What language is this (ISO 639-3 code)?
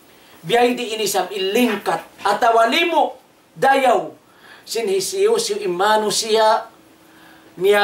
tsg